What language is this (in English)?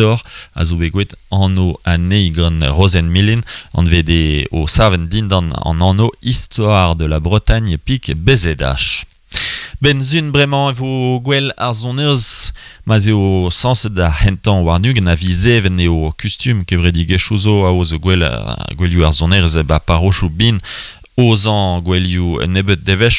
Breton